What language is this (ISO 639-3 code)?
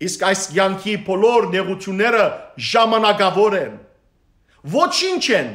hyw